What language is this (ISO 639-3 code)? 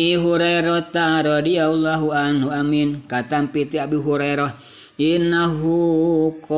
sun